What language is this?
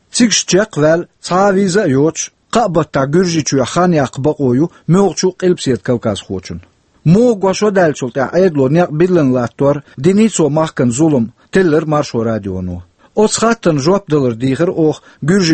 Chechen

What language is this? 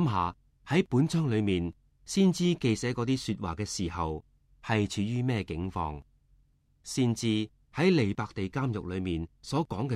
Cantonese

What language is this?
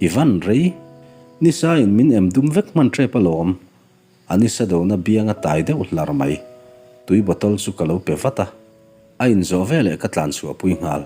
Mizo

